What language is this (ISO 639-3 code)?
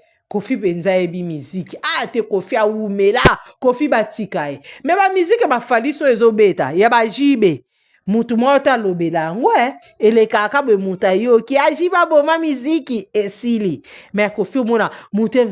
lin